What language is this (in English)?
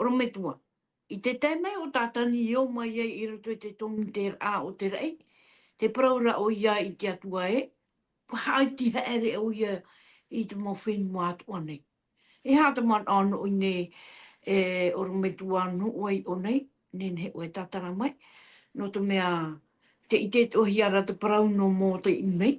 Tahitian